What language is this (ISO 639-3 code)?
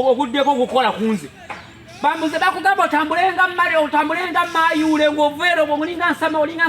lug